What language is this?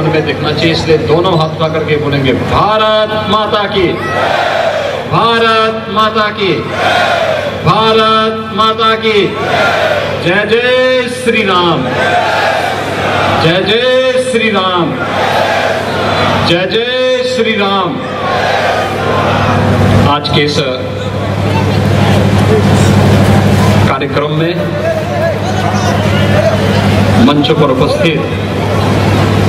Hindi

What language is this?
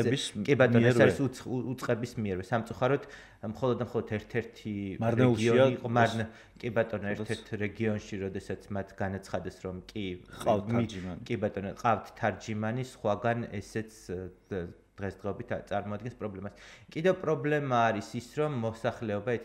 Georgian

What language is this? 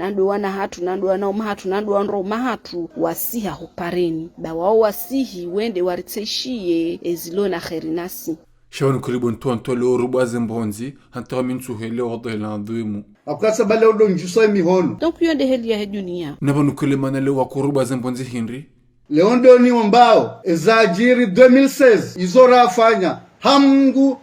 Ngazidja Comorian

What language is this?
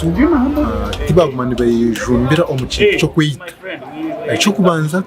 Nyankole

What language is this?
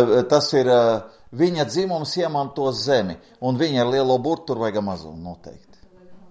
Latvian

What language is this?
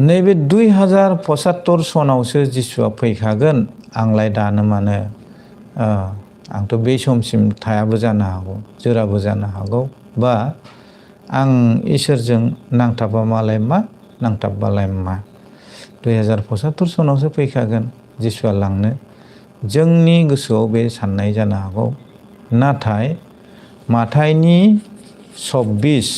Bodo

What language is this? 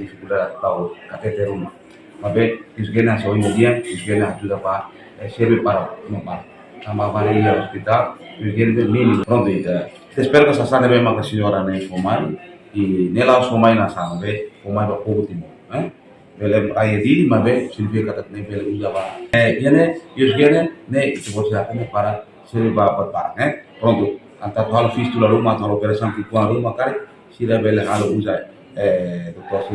Tetum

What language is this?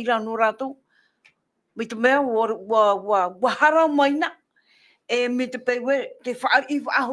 Tahitian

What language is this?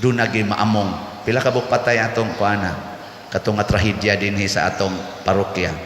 Cebuano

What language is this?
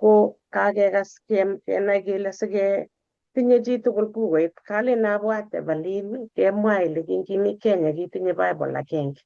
Kalenjin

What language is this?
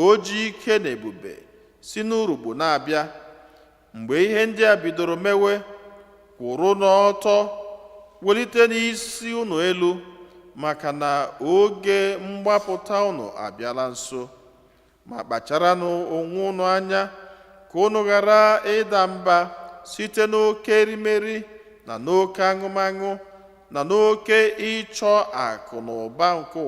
Igbo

